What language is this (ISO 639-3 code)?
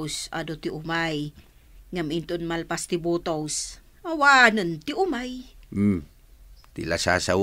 ilo